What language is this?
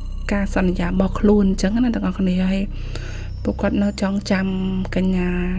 Khmer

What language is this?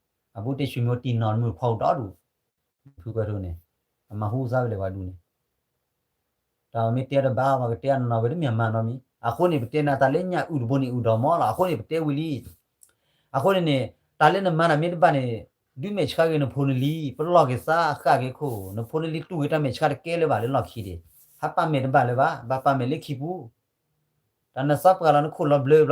S'gaw Karen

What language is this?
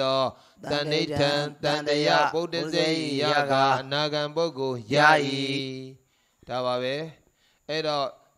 Burmese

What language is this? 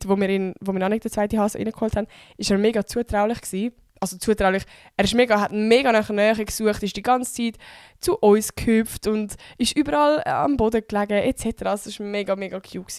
Swiss German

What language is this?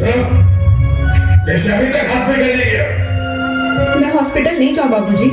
Chhattisgarhi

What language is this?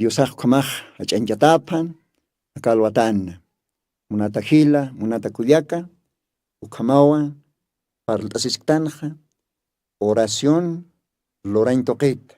Aymara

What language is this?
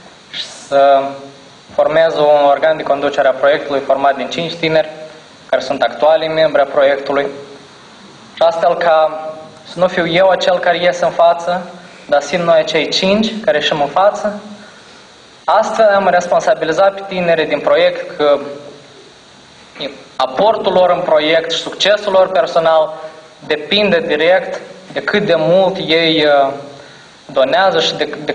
Romanian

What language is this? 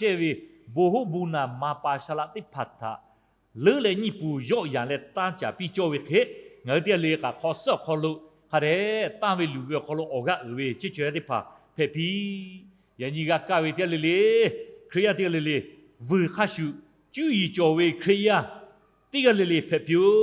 Lahu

